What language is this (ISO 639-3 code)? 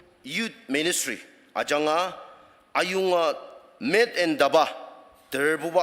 njo